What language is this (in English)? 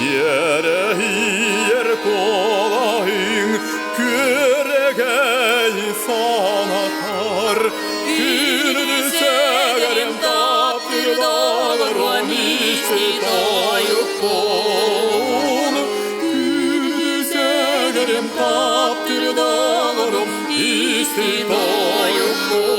Yakut